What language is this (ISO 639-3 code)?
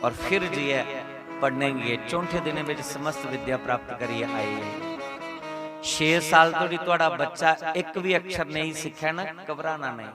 doi